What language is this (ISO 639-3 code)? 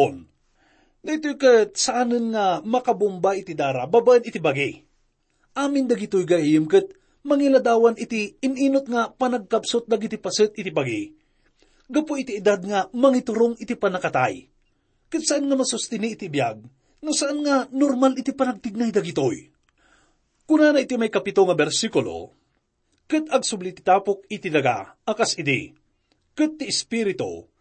ilo